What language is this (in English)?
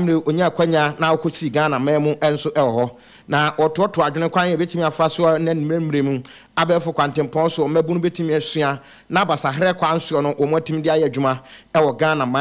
Akan